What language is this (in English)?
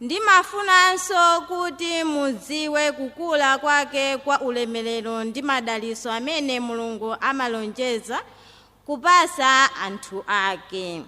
Nyanja